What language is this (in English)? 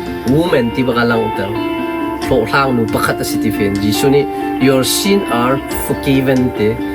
Hakha Chin